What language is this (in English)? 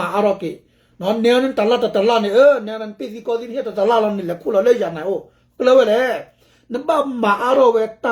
S'gaw Karen